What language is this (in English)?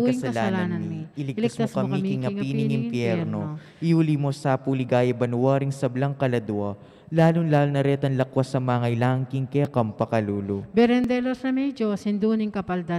Pampanga